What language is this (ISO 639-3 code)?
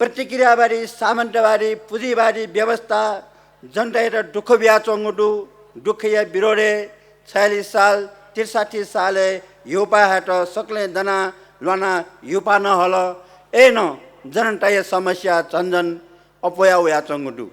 new